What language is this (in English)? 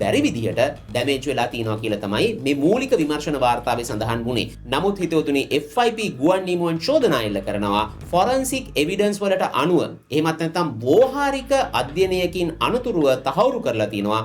Sinhala